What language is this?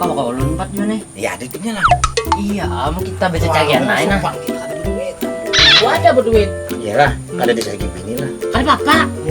Banjar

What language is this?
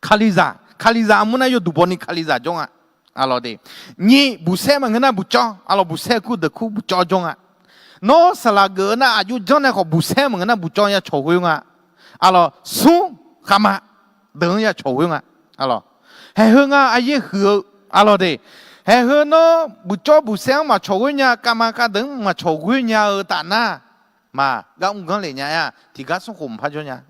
Akha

